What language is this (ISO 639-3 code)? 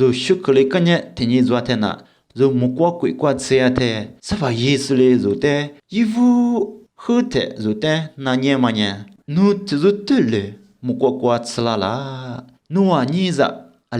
lis